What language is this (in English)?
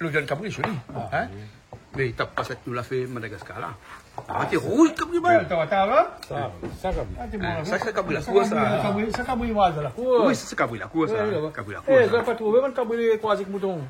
Réunion Creole French